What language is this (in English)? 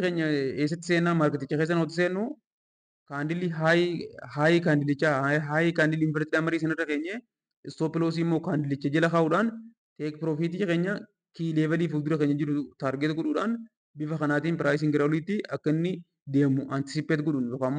Oromo